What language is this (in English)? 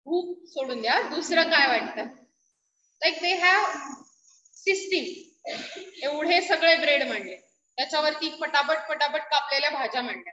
Marathi